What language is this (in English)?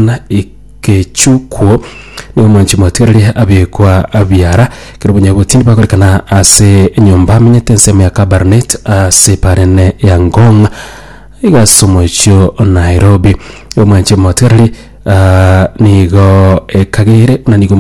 Gusii